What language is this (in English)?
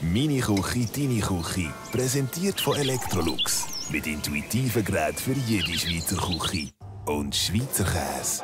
Swiss German